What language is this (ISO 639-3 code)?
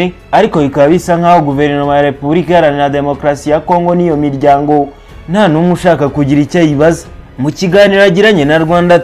kin